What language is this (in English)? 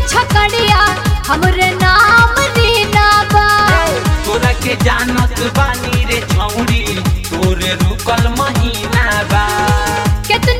Bhojpuri